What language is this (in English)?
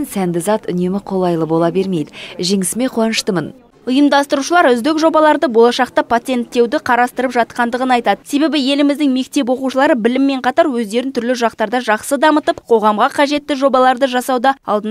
Kazakh